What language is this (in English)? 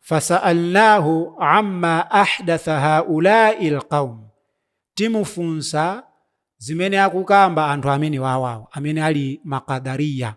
Nyanja